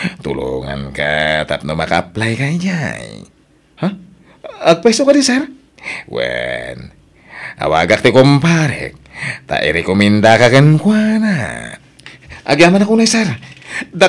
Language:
Iloko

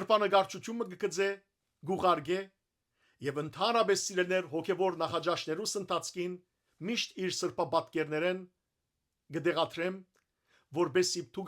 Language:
Western Armenian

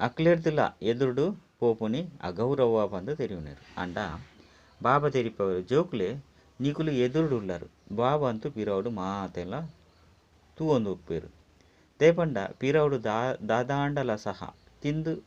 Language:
Tulu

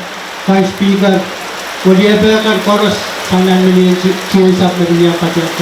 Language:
Pohnpeian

